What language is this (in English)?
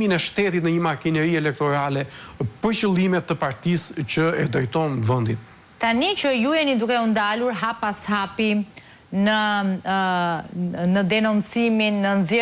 Albanian